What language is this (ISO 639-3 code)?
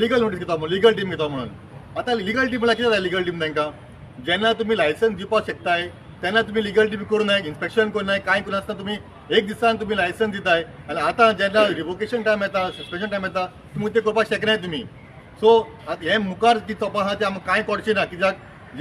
kok